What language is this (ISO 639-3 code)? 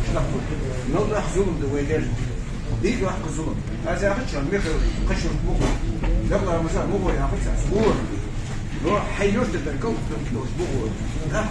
inh